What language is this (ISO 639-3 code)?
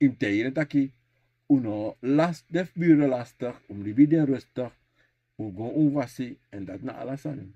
srn